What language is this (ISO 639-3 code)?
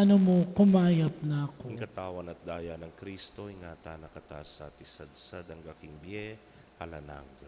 pam